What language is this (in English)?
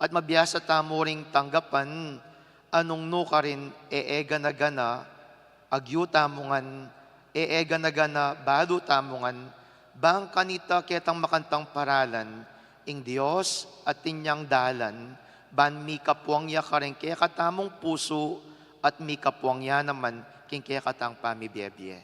Pampanga